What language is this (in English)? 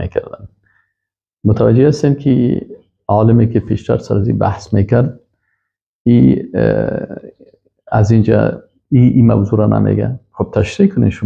Persian